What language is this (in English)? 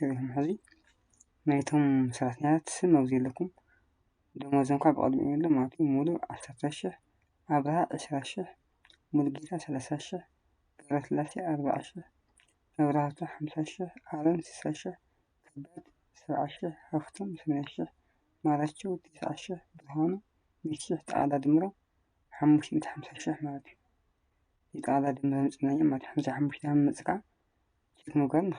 Tigrinya